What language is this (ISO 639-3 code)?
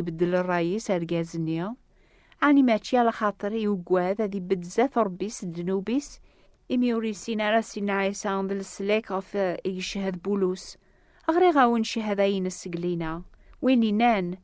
kab